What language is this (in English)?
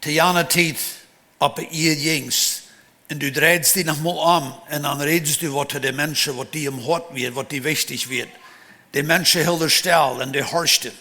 Plautdietsch